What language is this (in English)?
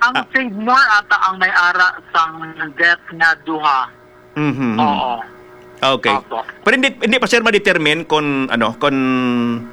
Hiligaynon